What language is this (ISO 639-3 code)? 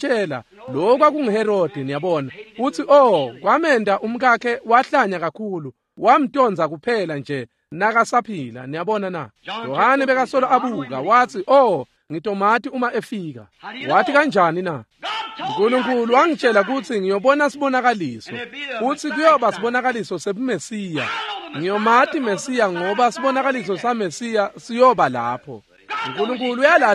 ssw